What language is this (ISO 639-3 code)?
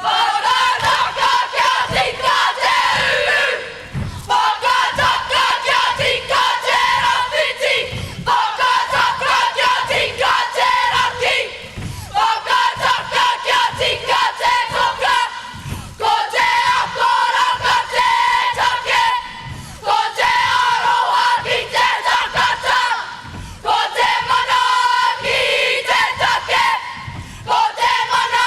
mri